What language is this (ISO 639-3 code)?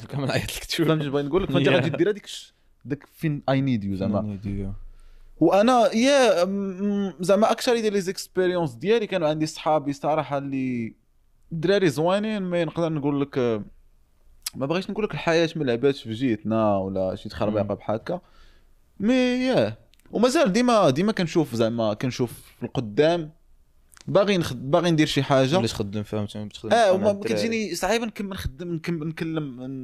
ary